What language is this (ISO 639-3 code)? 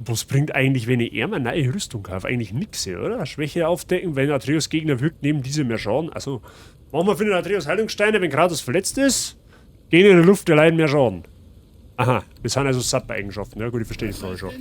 bar